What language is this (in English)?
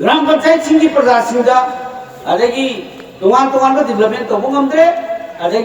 Manipuri